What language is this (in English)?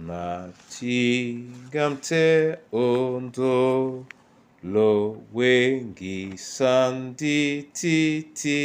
Duala